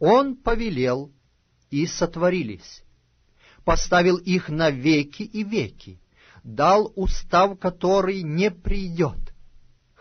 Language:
Russian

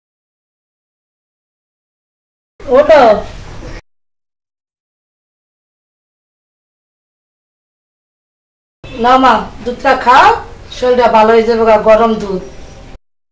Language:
Bangla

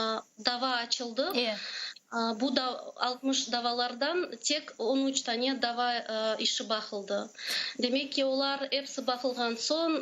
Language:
Crimean Tatar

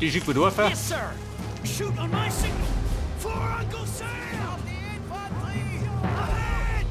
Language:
Bavarian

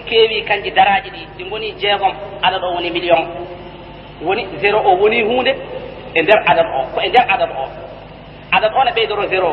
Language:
Fula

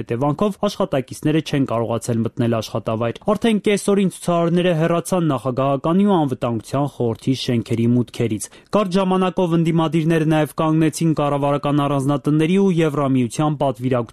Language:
Armenian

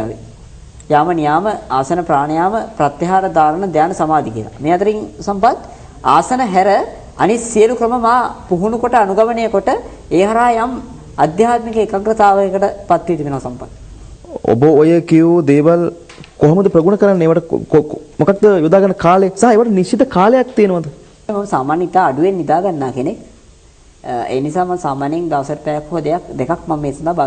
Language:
Sinhala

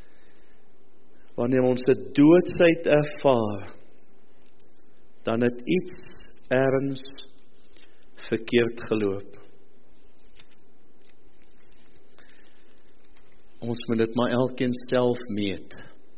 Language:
Afrikaans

